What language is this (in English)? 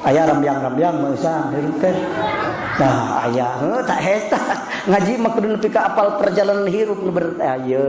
Sundanese